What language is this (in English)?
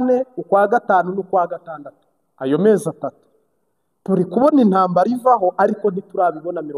Kinyarwanda